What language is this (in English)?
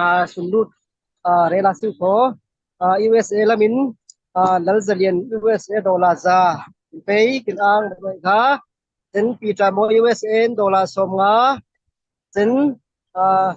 Falam Chin